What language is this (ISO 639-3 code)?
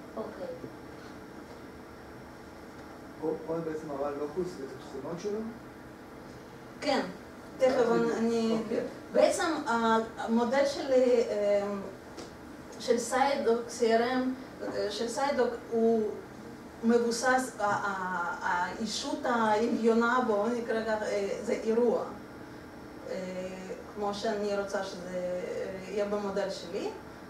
heb